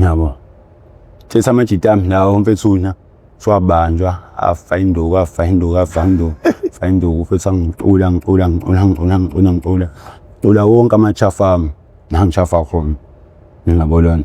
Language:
Zulu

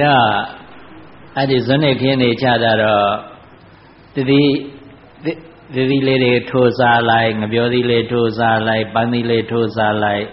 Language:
Burmese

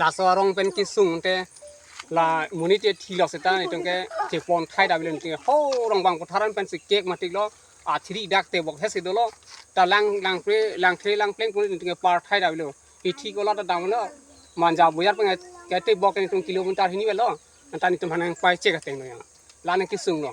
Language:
Karbi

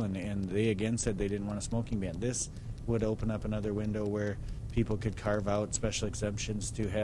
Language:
English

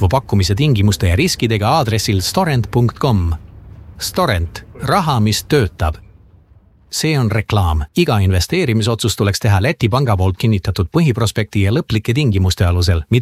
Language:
Estonian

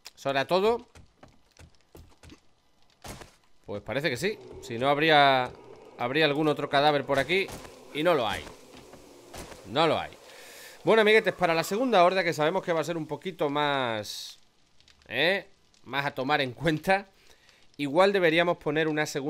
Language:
Spanish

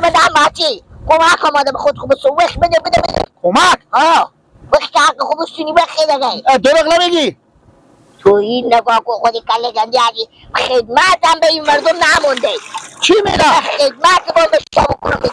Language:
Persian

